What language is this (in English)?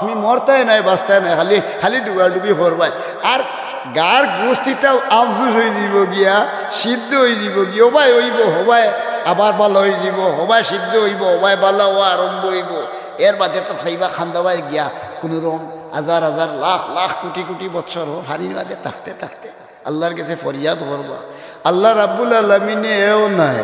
Sylheti